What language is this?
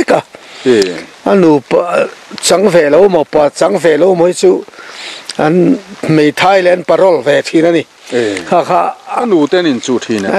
Mizo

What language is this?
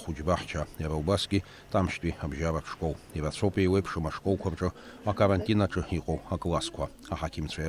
Abkhazian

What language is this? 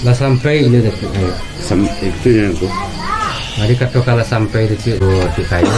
Minangkabau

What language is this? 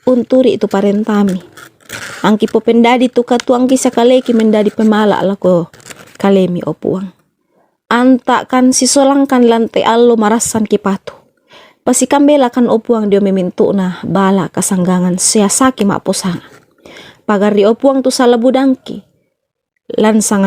Toraja-Sa'dan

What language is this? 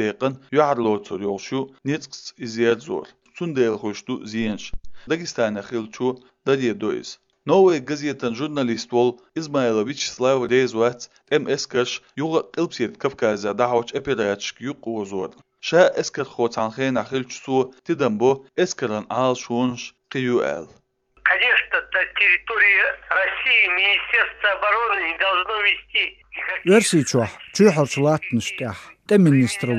Latvian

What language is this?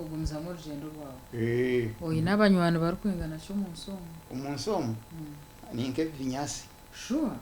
Nyankole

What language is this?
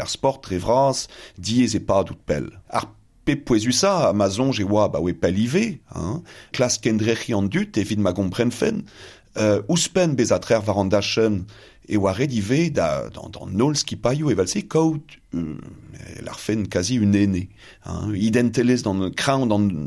Breton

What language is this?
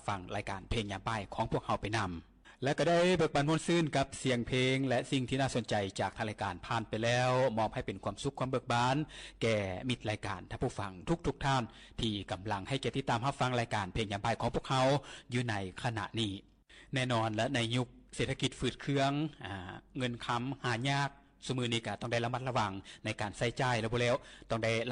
Lao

